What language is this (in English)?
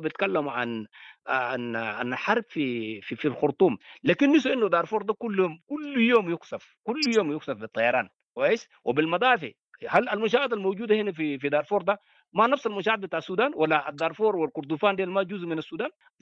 Sudanese Arabic